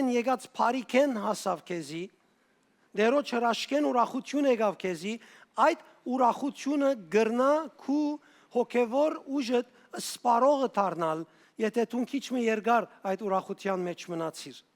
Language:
Western Armenian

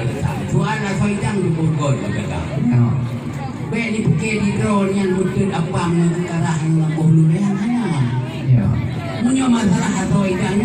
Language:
Achinese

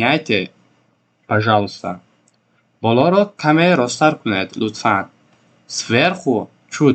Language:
Tajik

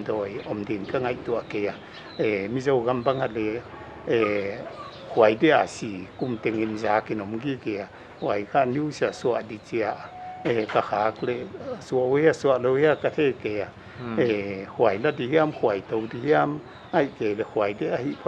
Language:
Paite Chin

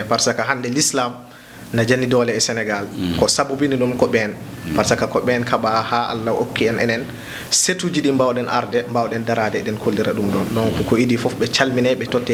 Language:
Fula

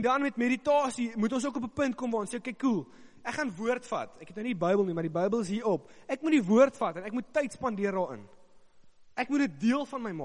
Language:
Afrikaans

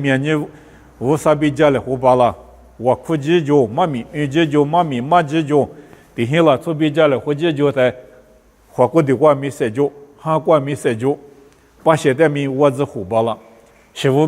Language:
Lisu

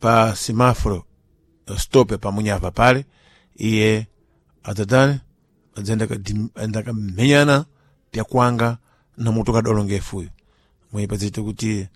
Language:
Sena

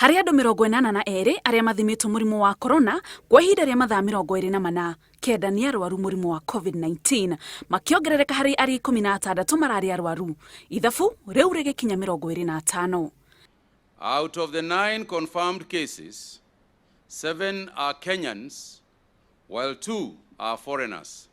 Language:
Kikuyu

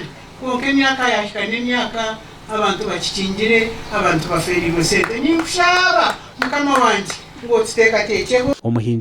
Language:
Nyankole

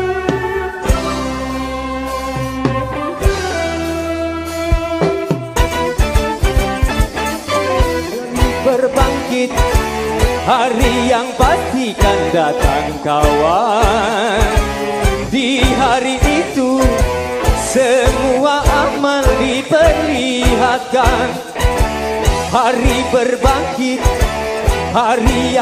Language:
Indonesian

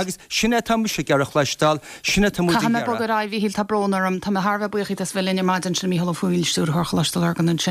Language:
Irish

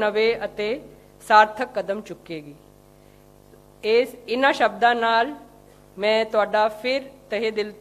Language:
Punjabi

